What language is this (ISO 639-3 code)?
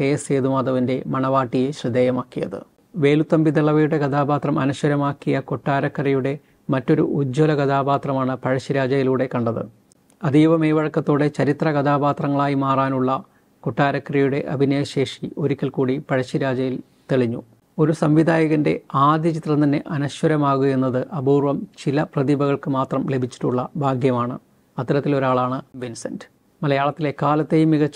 mal